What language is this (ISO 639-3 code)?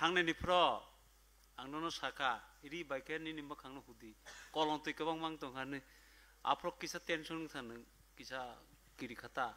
trp